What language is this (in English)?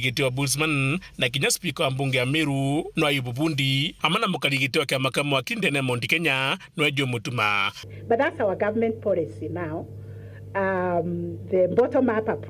Meru